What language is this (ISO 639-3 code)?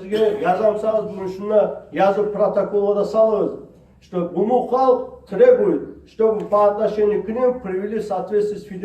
kum